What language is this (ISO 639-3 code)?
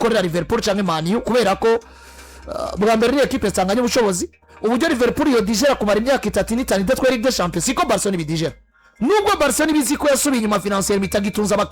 run